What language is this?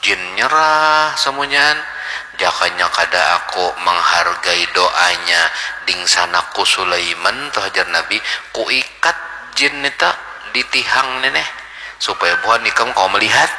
Banjar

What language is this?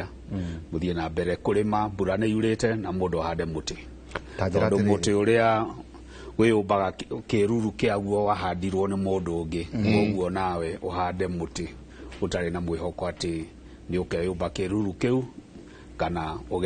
Kikuyu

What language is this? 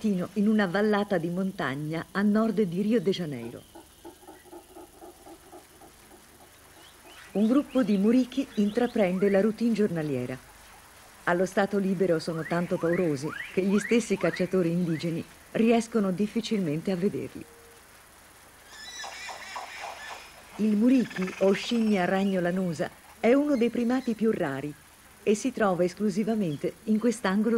Italian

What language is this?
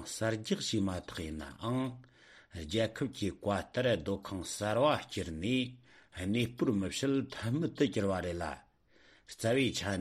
Tibetan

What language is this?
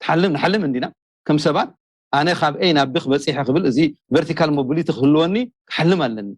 Tigrinya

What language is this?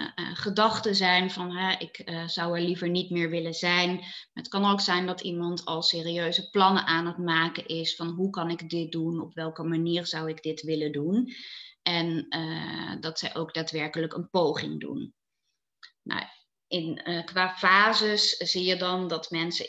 Dutch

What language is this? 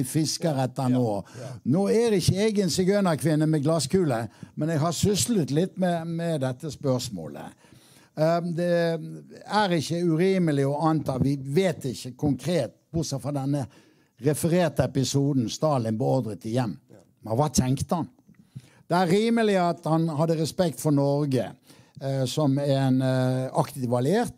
Norwegian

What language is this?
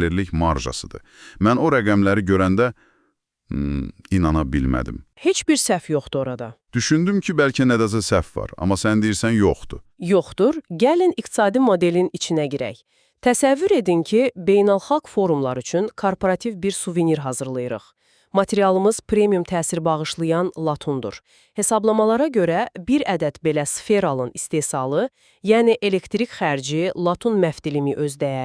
Azerbaijani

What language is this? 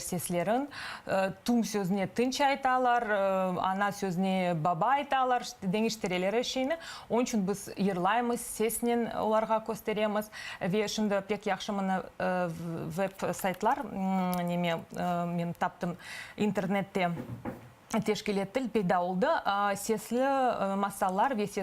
Crimean Tatar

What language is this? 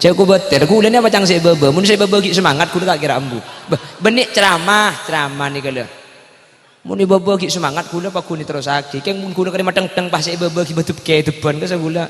Madurese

